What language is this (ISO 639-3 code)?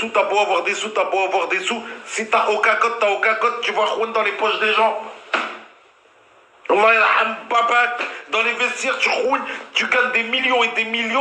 fra